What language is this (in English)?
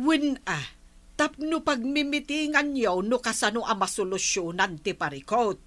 Iloko